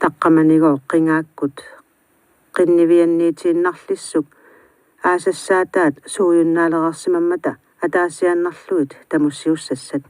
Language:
Kalaallisut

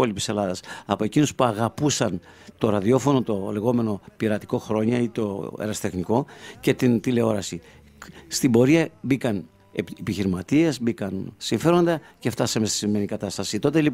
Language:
Greek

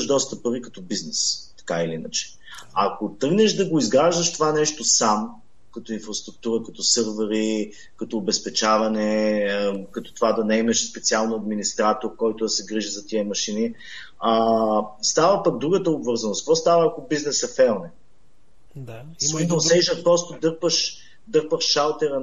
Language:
Bulgarian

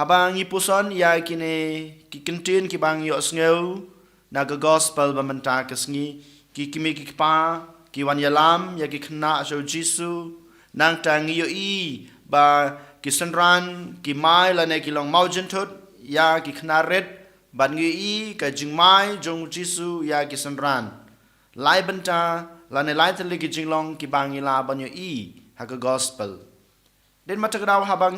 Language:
Khasi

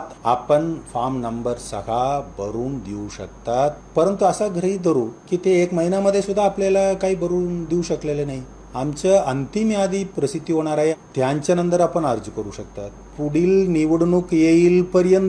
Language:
Marathi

